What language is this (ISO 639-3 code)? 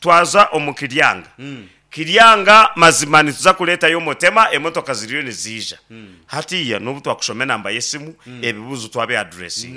nyn